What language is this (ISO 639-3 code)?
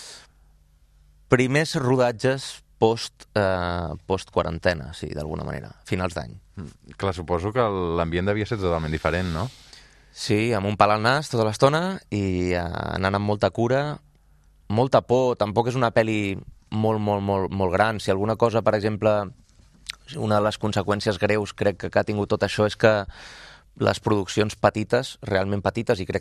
cat